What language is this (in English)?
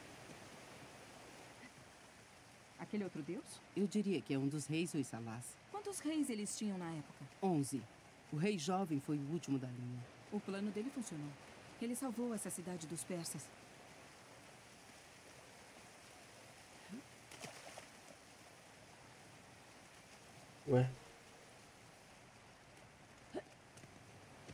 Portuguese